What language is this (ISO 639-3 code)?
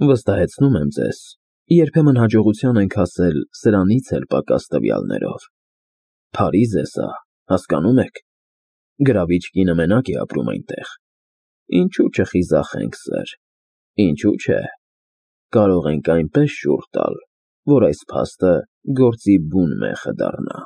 hye